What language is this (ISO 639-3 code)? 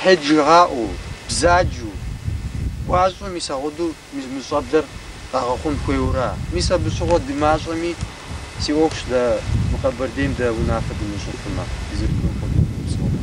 kbd